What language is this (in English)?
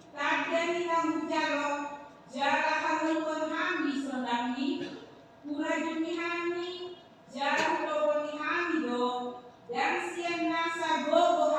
Batak Toba